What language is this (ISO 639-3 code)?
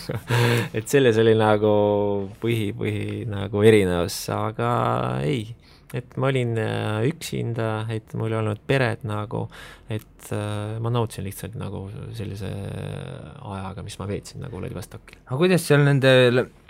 est